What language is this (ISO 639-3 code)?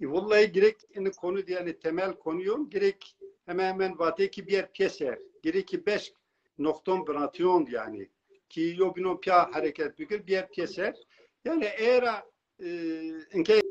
zza